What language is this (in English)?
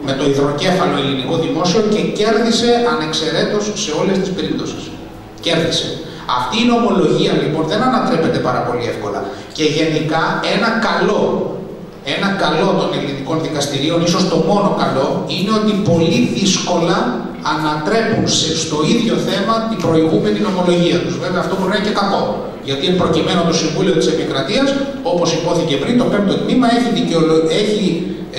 Greek